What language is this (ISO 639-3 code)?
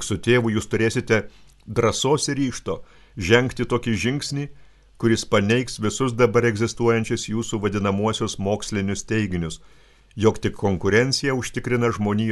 lit